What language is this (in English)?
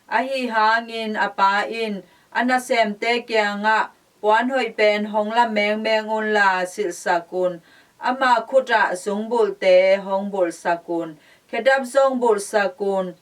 Tedim Chin